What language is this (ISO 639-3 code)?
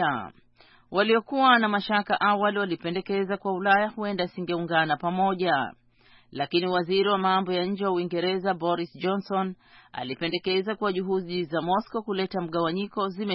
swa